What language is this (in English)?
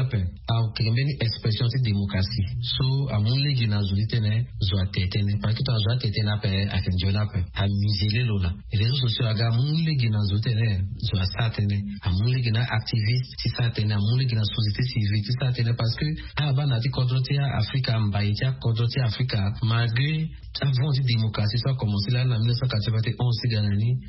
Sango